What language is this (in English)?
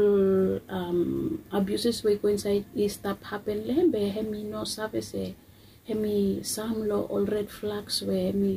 Bislama